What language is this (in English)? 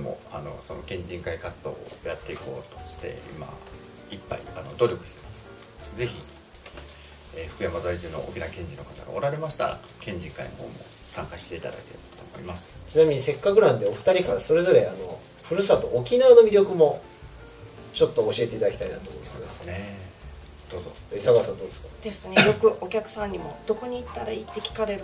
Japanese